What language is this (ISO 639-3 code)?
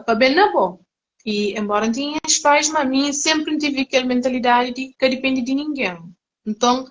kea